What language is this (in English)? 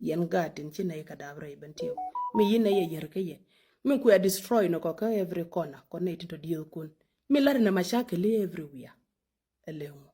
Nuer